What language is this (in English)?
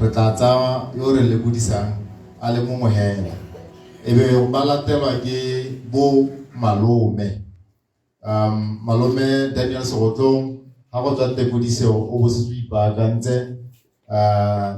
Tswana